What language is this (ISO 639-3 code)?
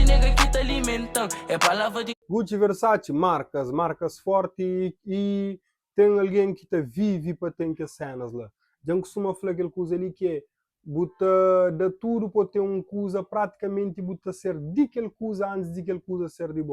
kea